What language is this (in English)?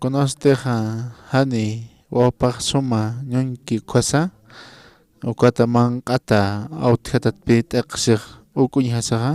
Aymara